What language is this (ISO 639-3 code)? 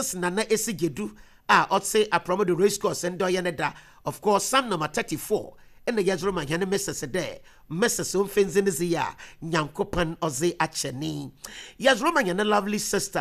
aka